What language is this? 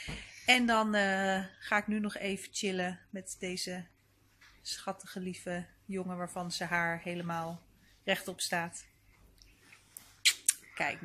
Dutch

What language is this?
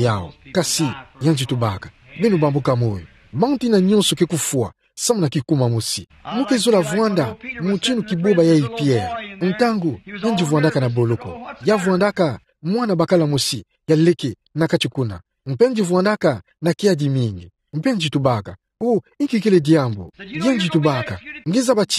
Kituba (Democratic Republic of Congo)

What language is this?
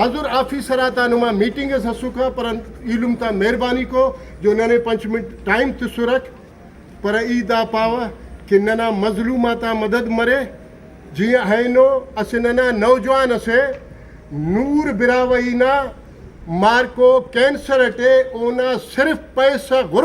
Brahui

